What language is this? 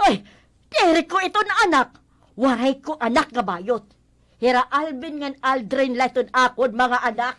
Waray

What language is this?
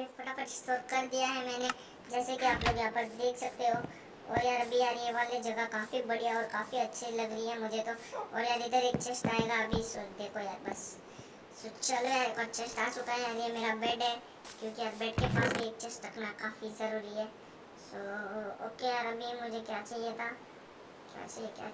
Hindi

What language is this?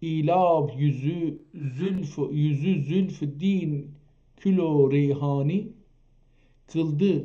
South Azerbaijani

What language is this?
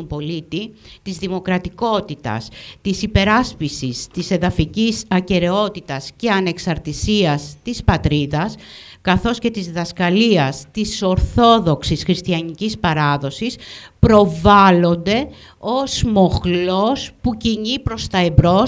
Greek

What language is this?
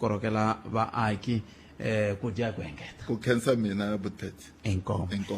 Tsonga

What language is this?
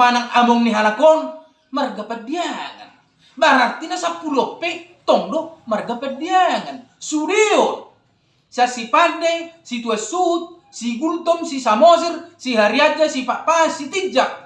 Batak Toba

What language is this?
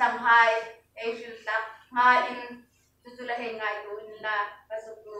Hmar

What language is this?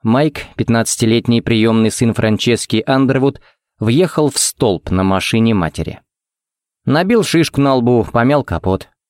Russian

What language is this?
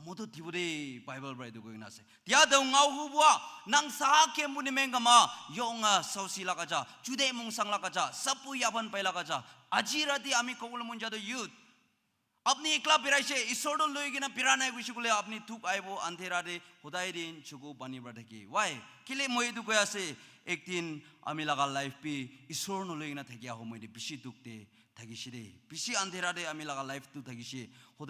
Naga Pidgin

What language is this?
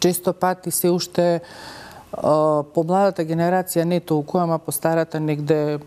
Macedonian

